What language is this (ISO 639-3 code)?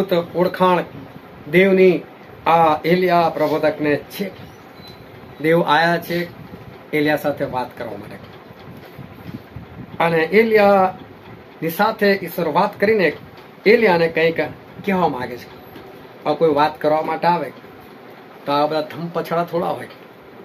guj